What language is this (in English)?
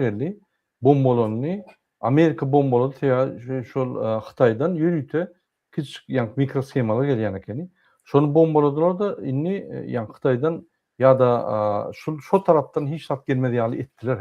Turkmen